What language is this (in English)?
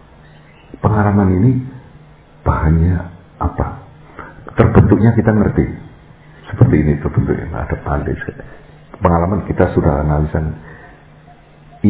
Indonesian